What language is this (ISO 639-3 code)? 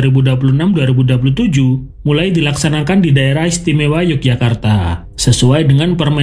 ind